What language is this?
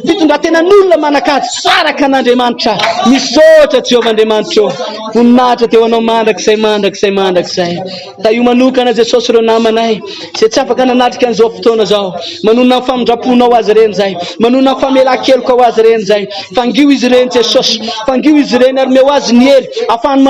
Malagasy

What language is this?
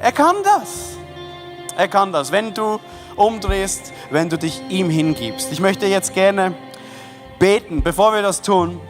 Swiss German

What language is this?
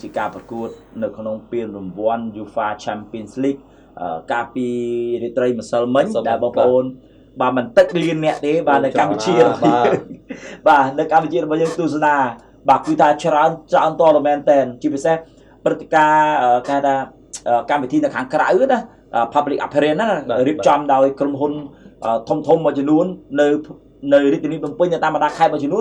Khmer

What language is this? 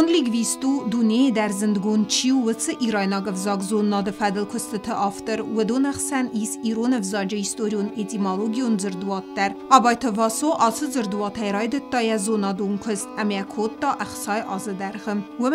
Ossetic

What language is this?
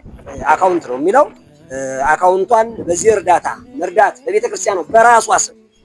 Amharic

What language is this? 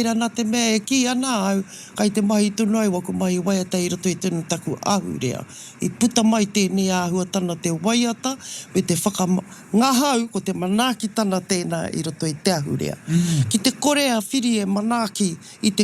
Māori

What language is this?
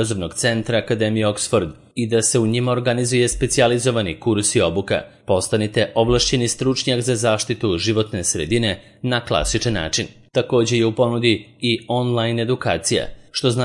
Serbian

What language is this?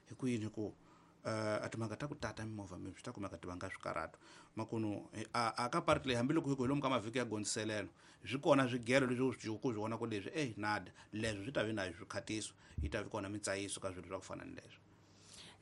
Tsonga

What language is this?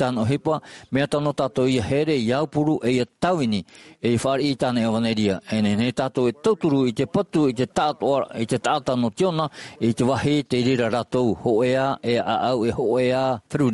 Tahitian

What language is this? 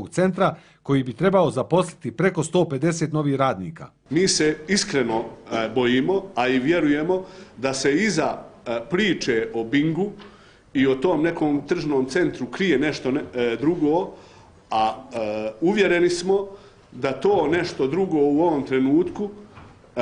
Bosnian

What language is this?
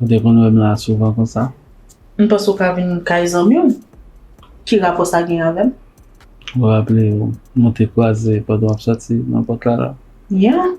Haitian Creole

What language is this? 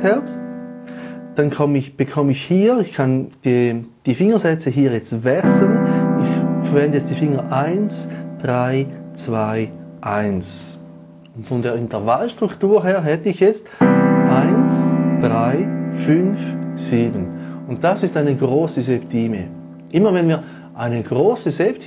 German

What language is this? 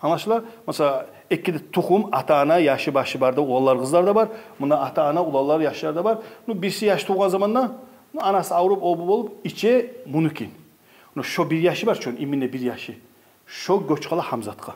Kumyk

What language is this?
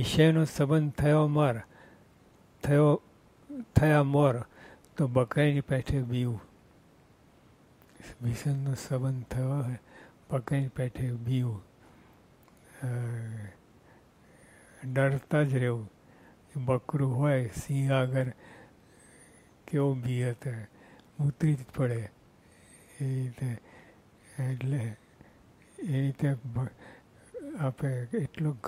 Gujarati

